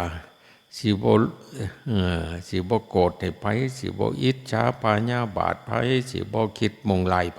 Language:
Lao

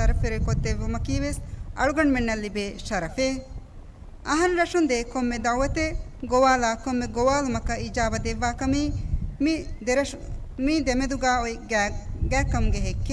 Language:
Divehi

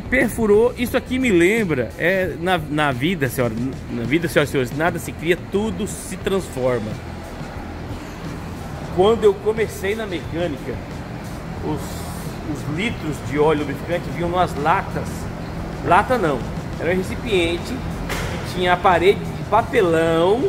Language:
Portuguese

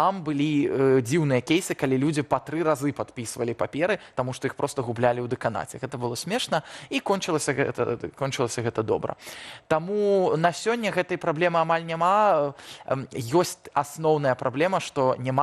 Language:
Belarusian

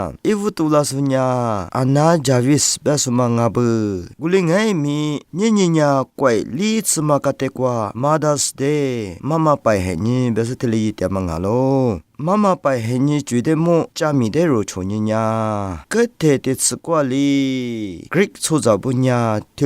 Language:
Lisu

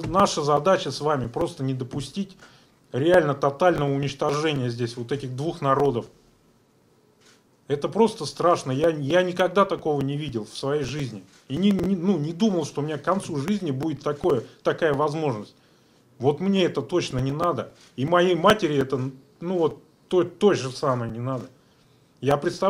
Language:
Russian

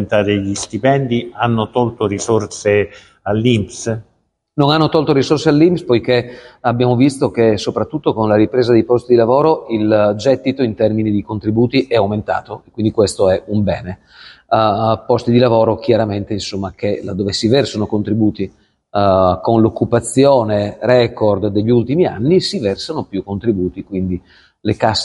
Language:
Italian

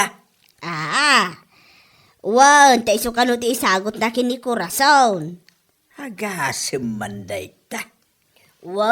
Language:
Iloko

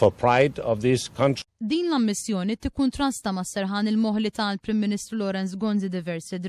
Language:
Maltese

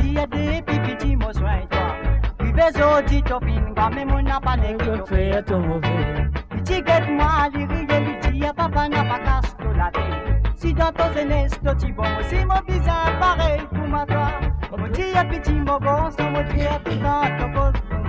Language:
Morisyen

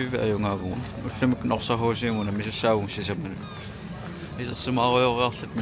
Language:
Kalaallisut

